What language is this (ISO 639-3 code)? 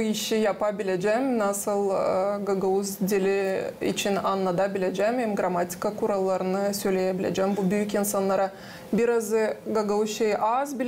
gag